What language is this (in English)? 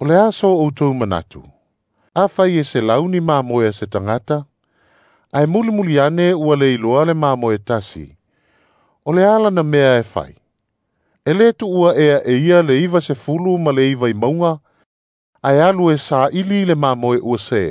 Samoan